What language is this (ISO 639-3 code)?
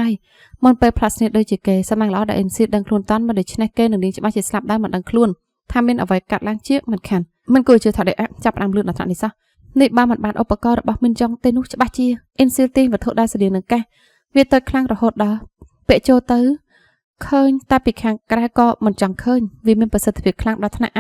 khm